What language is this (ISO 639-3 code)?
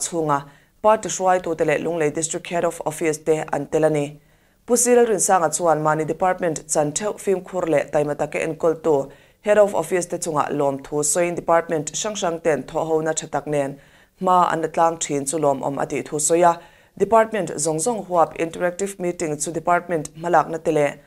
lus